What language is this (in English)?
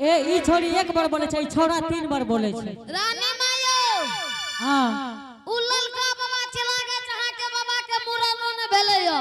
Angika